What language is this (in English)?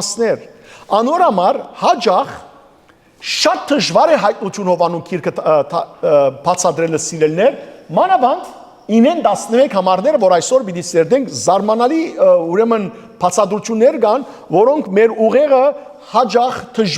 Western Armenian